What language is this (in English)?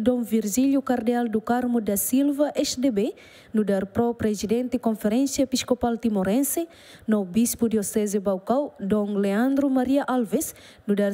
Tetum